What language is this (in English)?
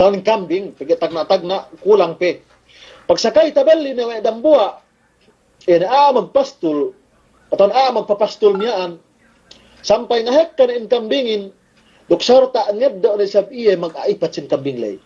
Yakan